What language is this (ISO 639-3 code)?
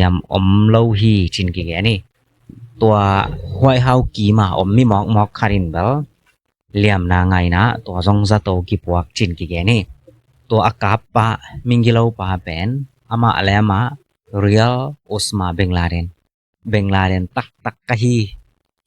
ctd